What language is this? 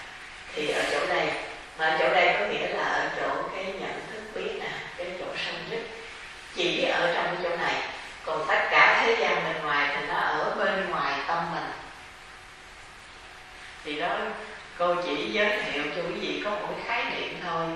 Vietnamese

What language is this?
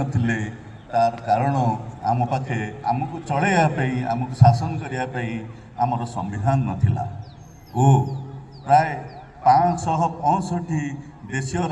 Odia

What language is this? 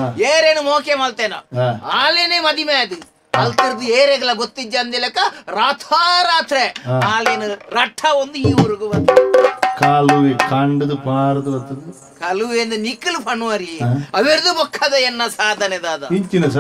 Tulu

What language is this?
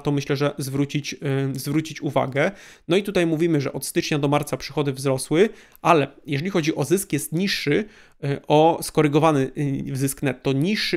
Polish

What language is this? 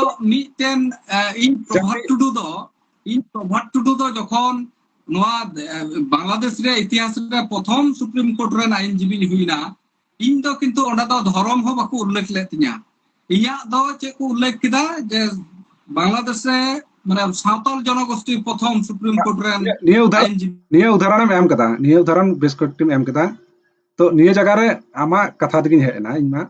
Santali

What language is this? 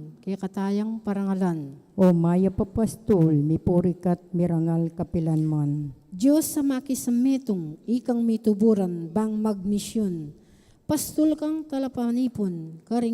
Pampanga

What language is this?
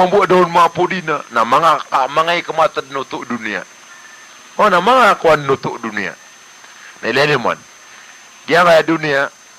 Maranao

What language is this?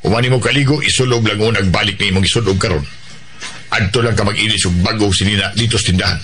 Cebuano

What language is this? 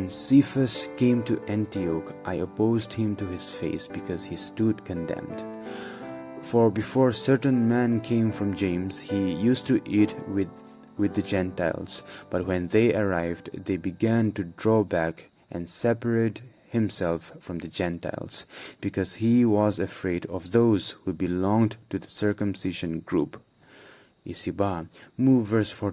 Angami Naga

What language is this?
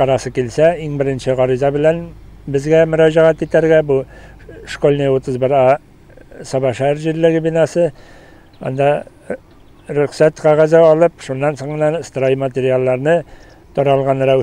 Tatar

